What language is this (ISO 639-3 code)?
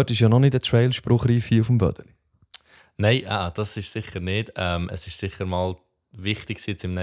gsw